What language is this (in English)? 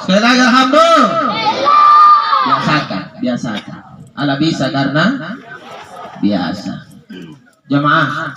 Makasar